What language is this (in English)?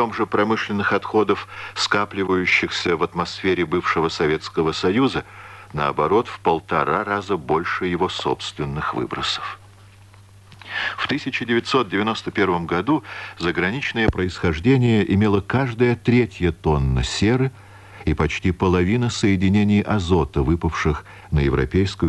Russian